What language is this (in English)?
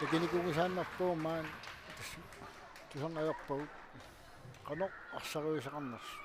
Kalaallisut